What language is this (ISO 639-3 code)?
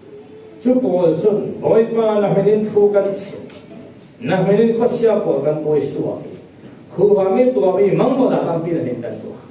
cfm